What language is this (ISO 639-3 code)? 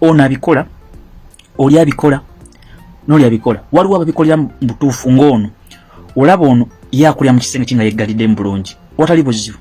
lug